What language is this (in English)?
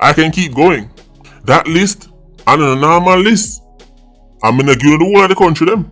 Jamaican Creole English